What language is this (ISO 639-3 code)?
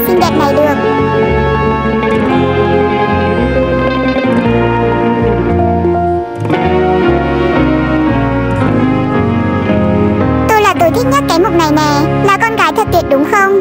vie